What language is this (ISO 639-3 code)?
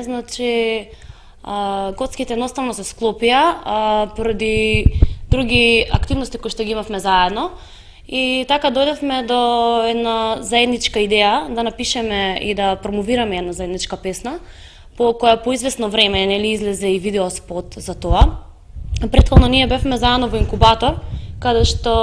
mkd